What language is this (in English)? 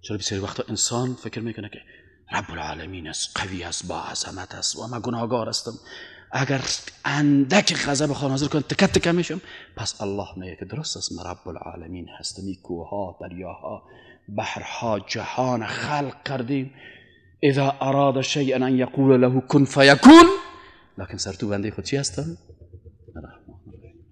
Persian